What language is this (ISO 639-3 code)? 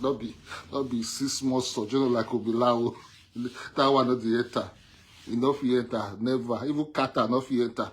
pcm